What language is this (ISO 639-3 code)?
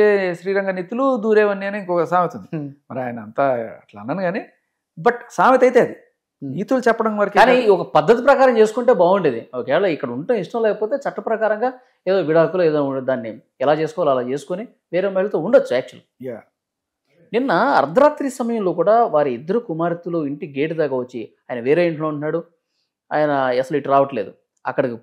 tel